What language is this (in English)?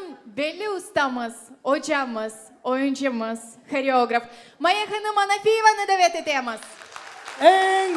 Crimean Tatar